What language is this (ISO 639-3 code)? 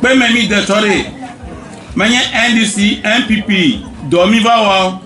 ewe